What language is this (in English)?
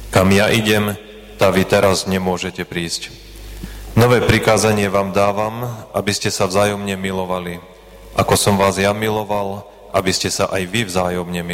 Slovak